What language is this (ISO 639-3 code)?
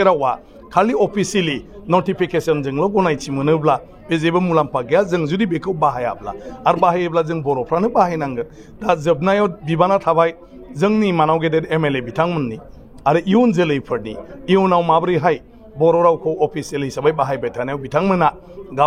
brx